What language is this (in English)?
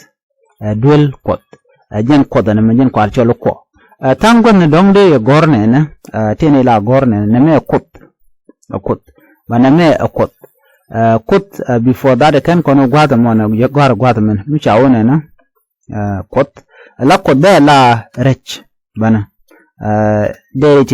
Nuer